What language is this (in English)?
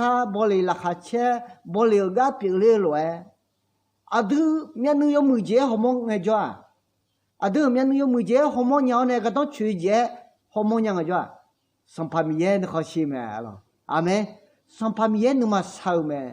Akha